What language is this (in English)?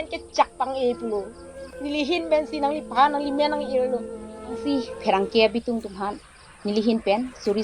Karbi